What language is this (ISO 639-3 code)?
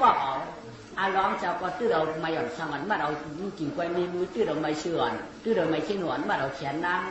shn